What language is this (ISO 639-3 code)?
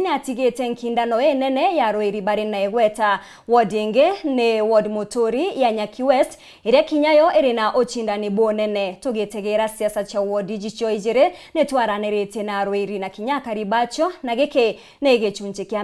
mer